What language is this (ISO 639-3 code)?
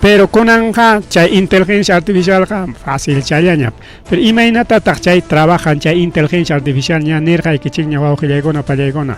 quy